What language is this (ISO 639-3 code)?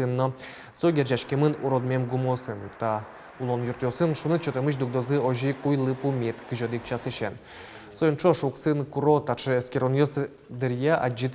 udm